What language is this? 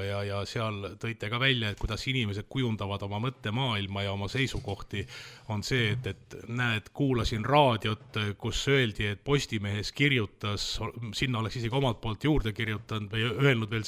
Estonian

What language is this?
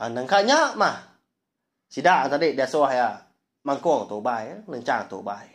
Iban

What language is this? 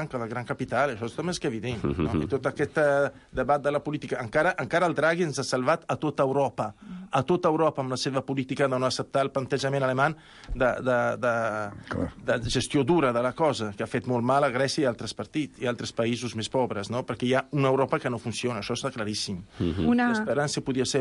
Catalan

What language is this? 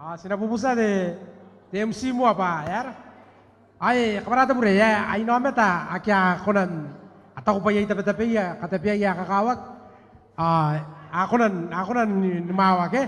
Gilbertese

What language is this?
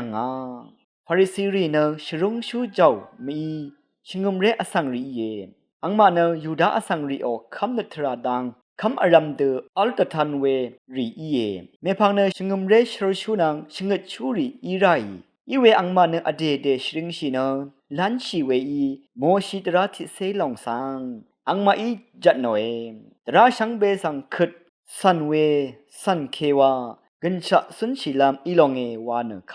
Rawang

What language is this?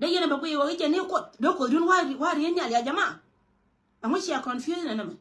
Nuer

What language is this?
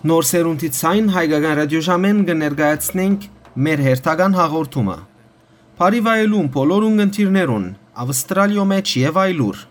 Western Armenian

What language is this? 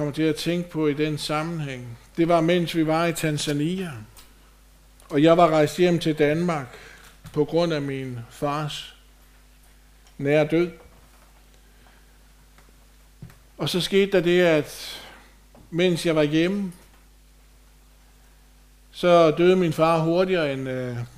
Danish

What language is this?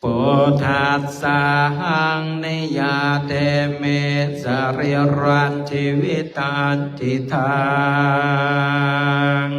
Pali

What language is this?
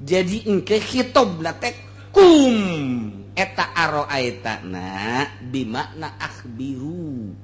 Sundanese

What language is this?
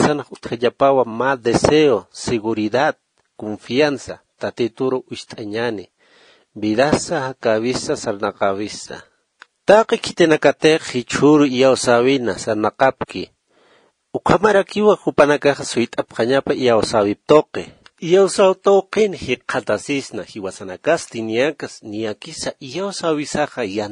Aymara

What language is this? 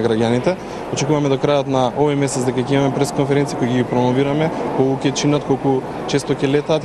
Macedonian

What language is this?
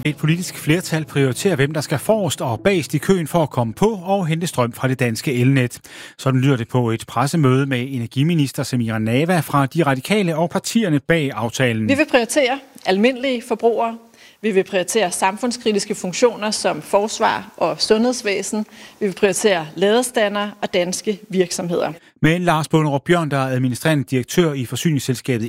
Danish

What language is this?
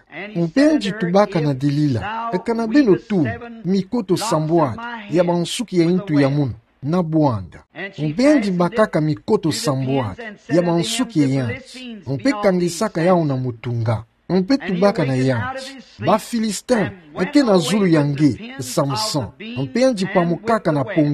Kituba (Democratic Republic of Congo)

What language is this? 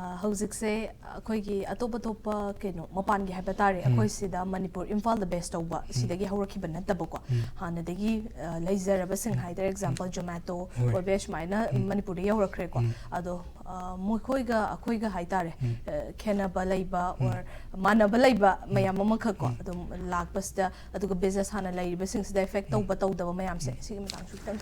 Manipuri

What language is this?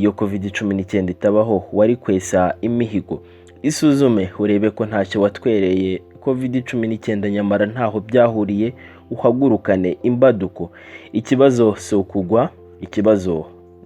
Kinyarwanda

